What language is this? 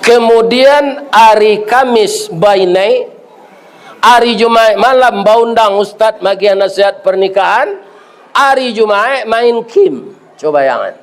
Minangkabau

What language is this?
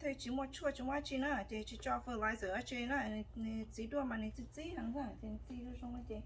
Hmong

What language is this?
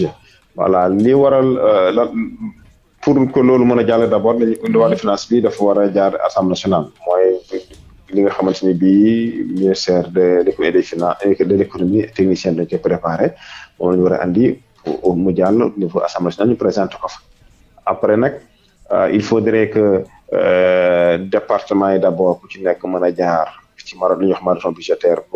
Wolof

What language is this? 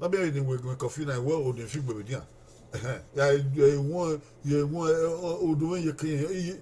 Bini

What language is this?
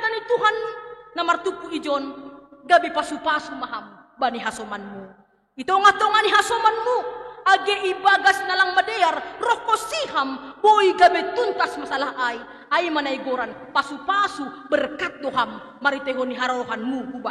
Batak Simalungun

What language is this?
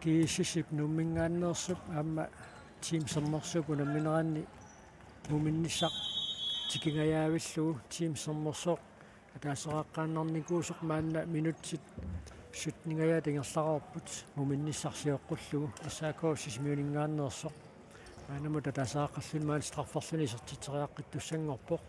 Kalaallisut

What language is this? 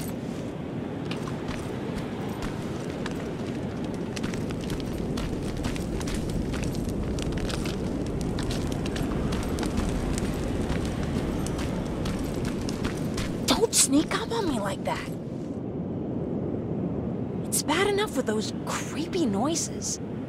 English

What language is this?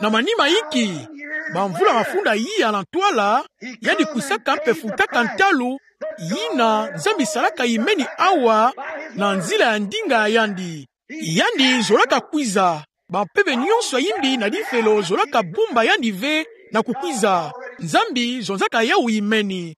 Kituba (Democratic Republic of Congo)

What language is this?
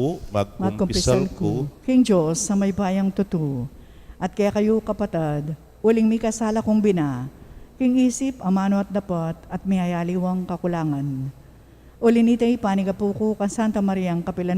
Pampanga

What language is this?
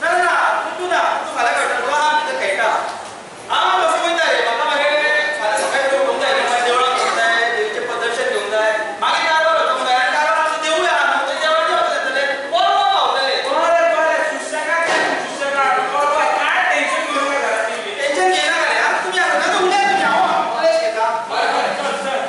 Konkani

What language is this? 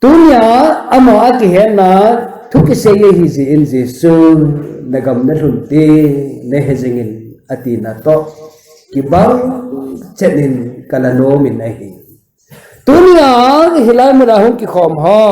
Thado Chin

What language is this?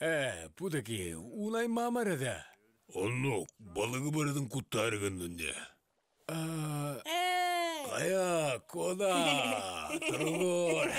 Yakut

